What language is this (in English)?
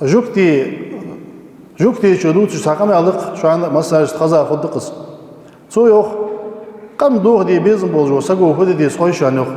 Ingush